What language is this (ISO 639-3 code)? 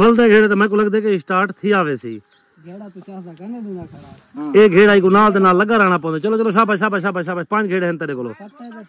skr